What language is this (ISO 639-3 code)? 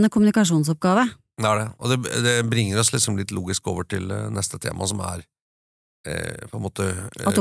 nor